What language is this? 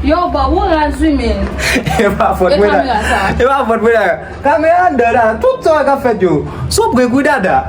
Haitian Creole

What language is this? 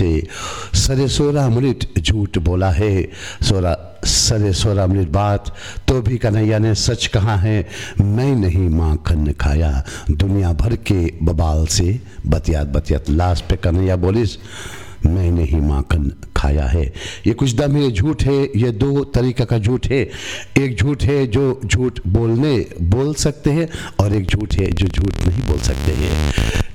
Hindi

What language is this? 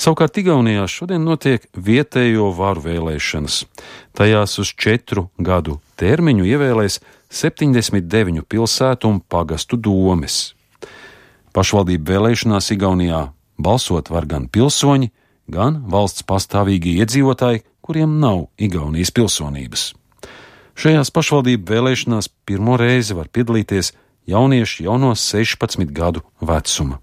Latvian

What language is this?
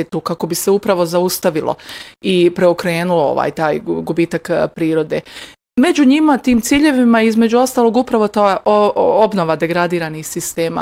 Bosnian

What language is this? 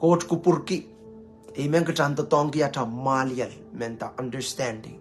Pohnpeian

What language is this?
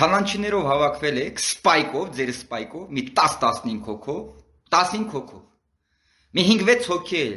Armenian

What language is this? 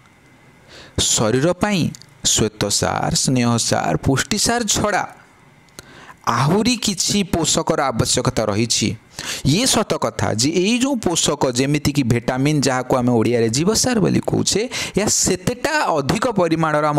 Odia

